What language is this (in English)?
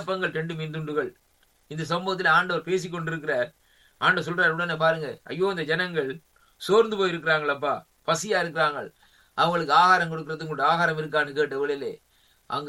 Tamil